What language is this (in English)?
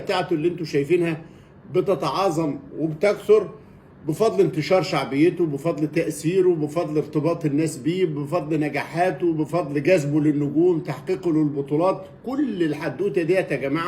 Egyptian Arabic